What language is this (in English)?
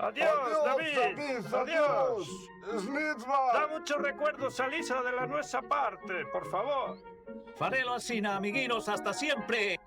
Asturian